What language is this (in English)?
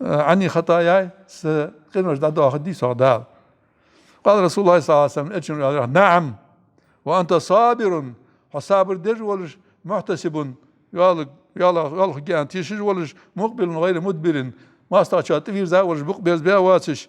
Ingush